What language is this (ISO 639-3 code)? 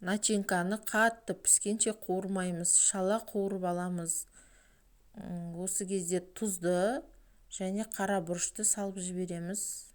kaz